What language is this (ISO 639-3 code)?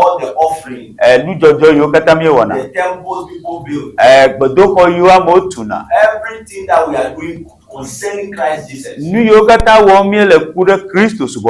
ewe